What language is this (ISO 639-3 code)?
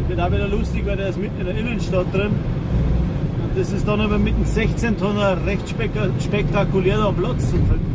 bar